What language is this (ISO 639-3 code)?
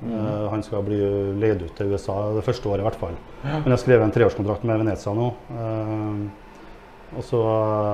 nor